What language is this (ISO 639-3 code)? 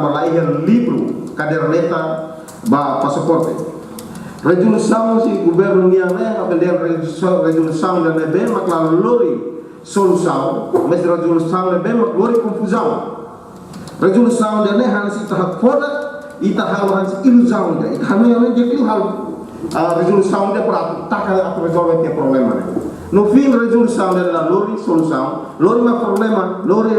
tet